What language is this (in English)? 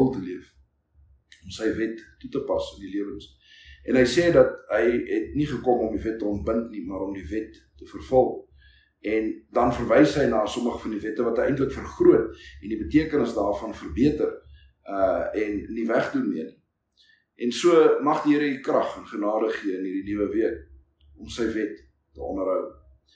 Afrikaans